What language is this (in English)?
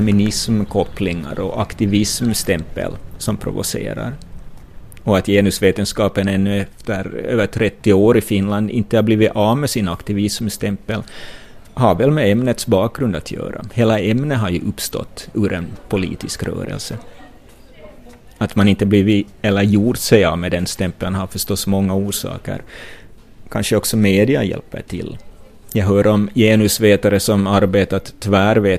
Swedish